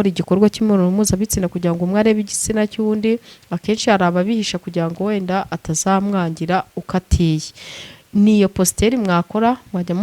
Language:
Kinyarwanda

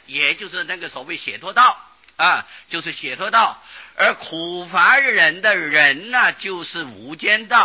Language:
Chinese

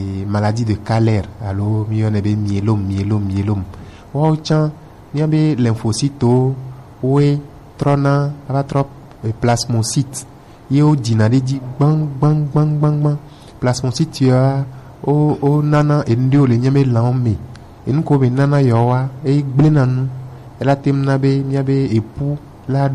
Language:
Gen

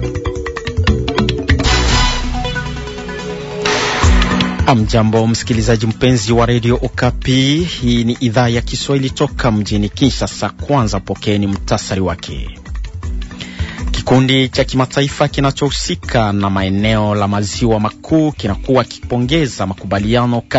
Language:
Swahili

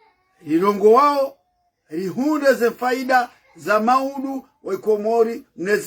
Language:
Ngazidja Comorian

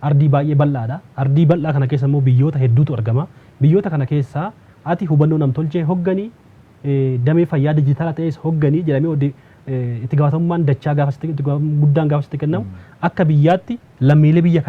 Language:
Oromo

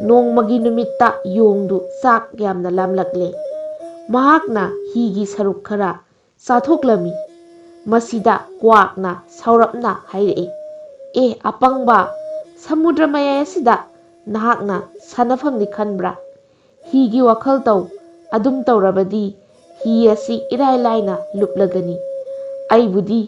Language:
Manipuri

